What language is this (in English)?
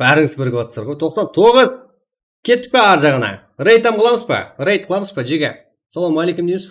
Kara-Kalpak